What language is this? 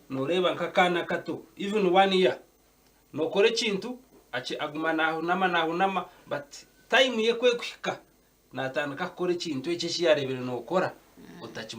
Nyankole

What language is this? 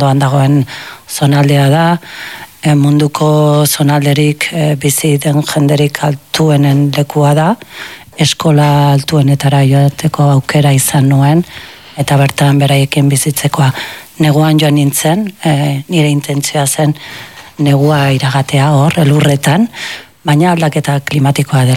Basque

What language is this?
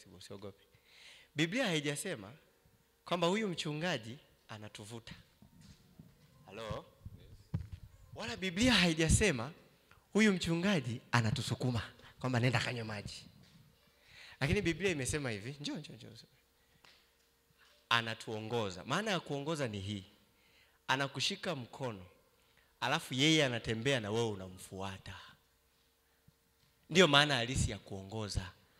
Swahili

